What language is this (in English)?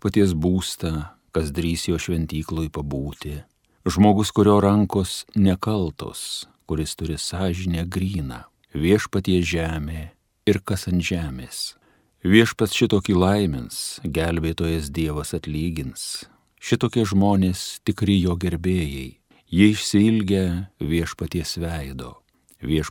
Lithuanian